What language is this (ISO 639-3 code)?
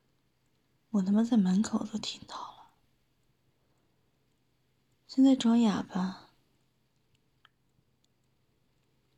zho